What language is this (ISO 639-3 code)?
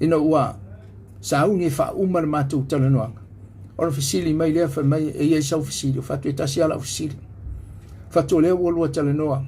smo